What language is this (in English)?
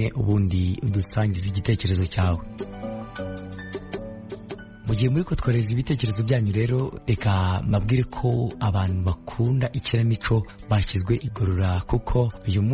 Kinyarwanda